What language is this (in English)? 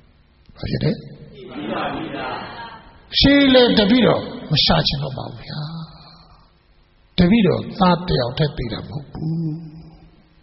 Burmese